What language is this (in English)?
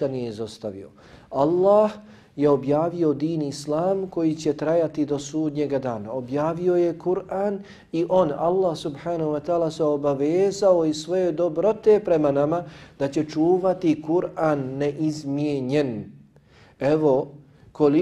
Bosnian